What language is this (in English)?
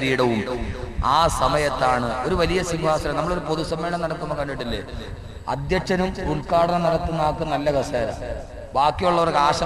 Malayalam